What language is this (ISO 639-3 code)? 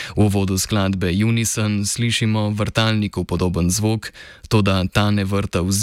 slv